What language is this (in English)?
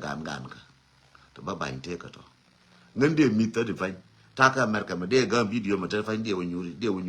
Nuer